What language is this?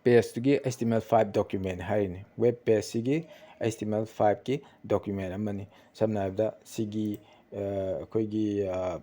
Manipuri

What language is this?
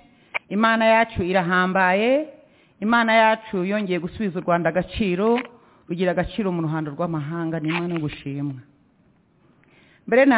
Kinyarwanda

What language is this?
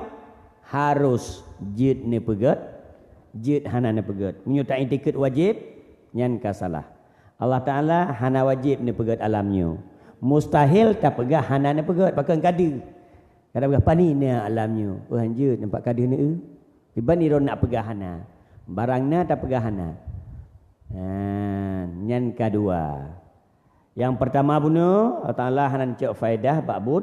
Achinese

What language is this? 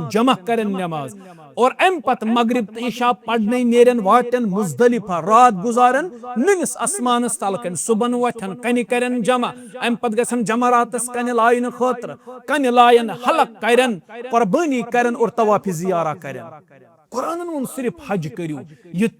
Kashmiri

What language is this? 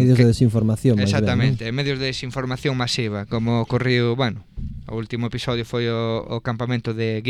Galician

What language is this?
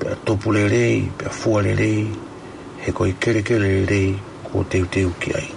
Tongan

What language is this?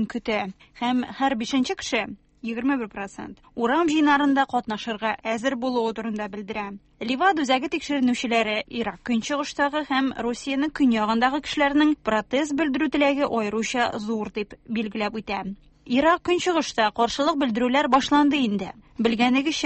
Tatar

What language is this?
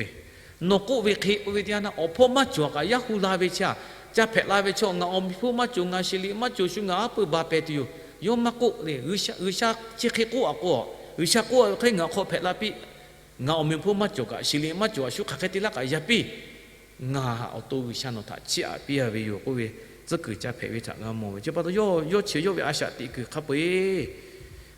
Lahu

